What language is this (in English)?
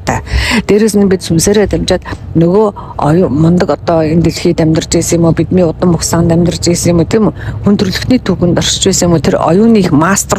Mongolian